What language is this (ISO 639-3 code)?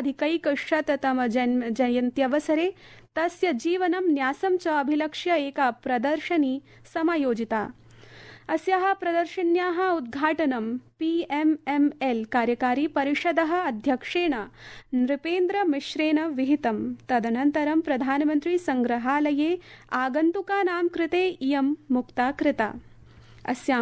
san